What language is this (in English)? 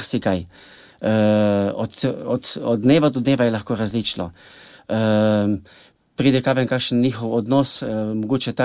Slovenian